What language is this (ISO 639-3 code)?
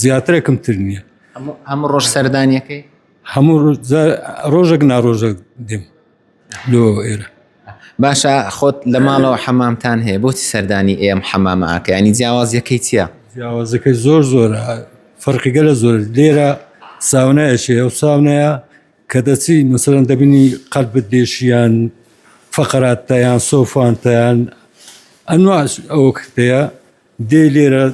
ckb